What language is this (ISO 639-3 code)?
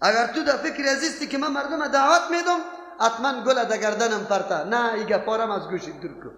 fas